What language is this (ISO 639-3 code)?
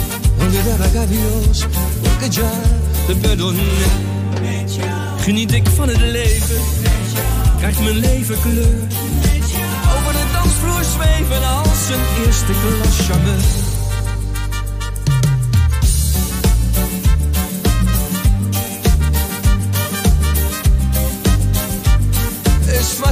nld